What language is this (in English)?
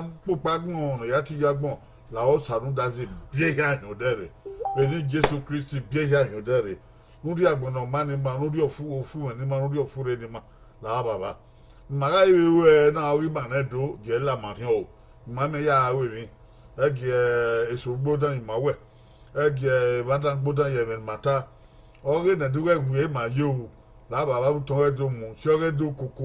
Bini